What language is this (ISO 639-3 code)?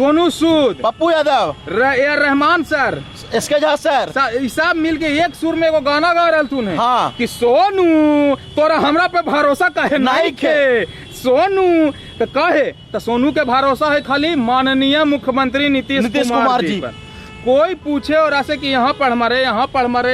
mag